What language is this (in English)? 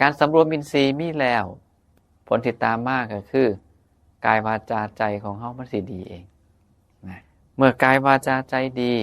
Northeastern Thai